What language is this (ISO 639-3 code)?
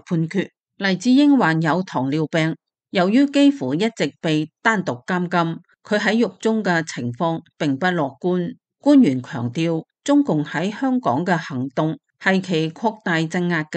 yue